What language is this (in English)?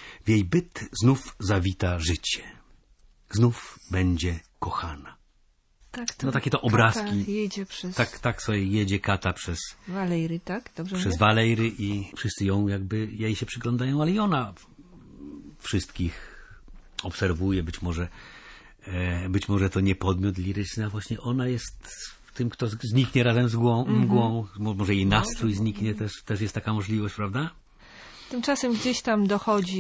Polish